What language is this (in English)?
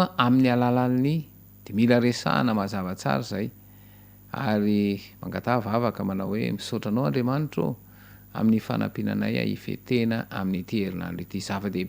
Malagasy